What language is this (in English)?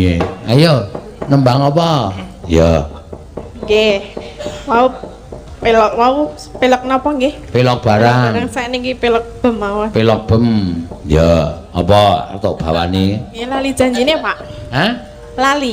Javanese